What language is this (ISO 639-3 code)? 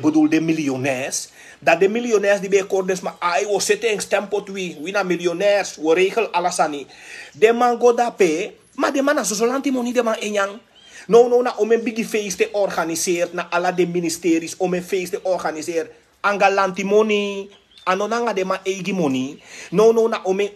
srn